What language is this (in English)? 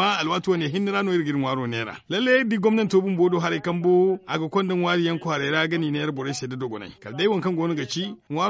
Zarma